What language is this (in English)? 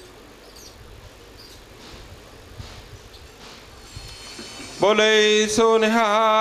Punjabi